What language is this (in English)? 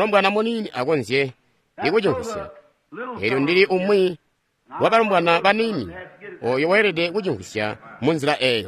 Tonga (Zambia)